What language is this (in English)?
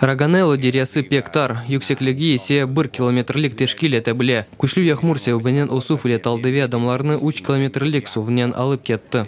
Crimean Tatar